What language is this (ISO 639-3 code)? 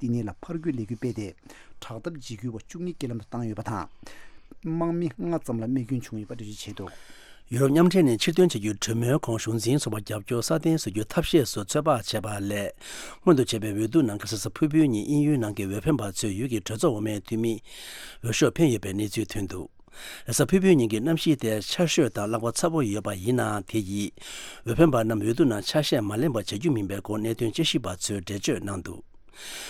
bod